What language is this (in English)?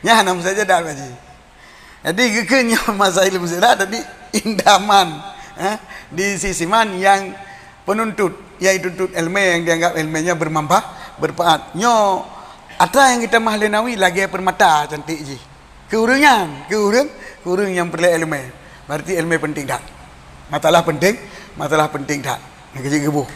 Achinese